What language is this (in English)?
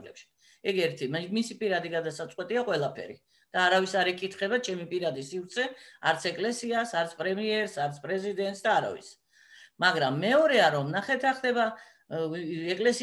Georgian